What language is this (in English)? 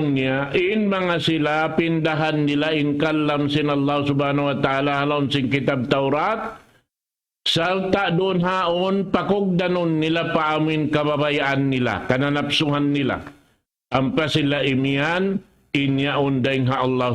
Tausug